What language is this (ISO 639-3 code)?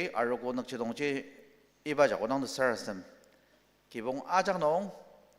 njo